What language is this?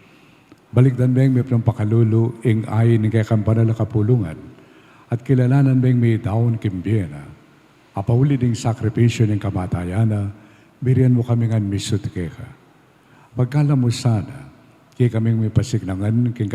Pampanga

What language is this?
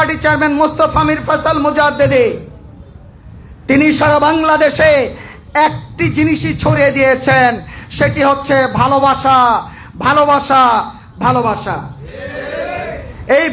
Bangla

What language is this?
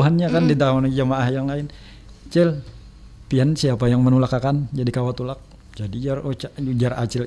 Banjar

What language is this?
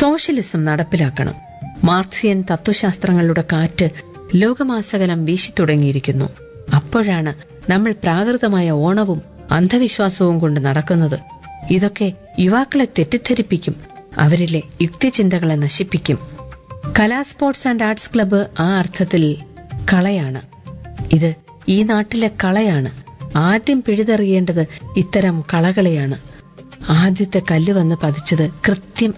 Malayalam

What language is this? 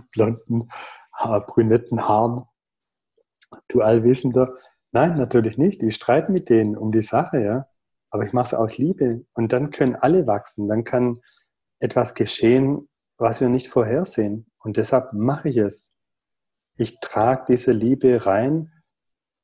German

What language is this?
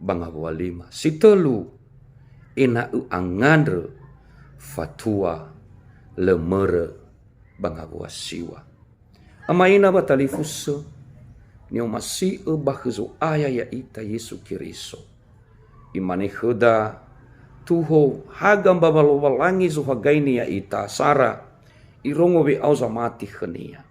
Nias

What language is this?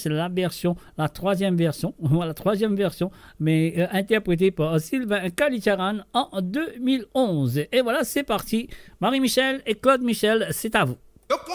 Morisyen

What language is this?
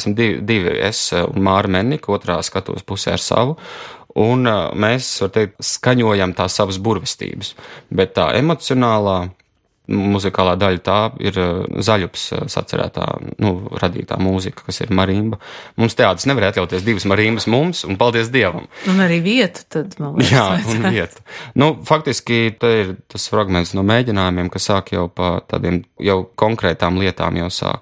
Latvian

